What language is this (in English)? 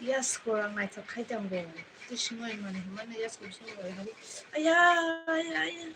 Kok Borok